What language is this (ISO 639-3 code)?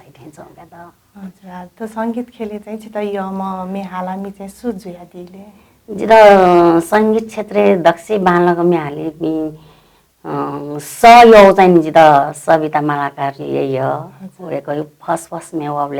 new